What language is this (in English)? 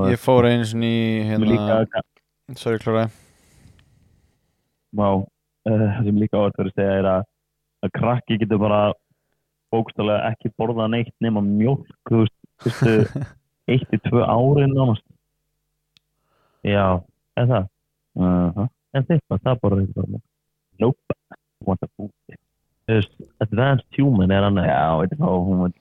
Icelandic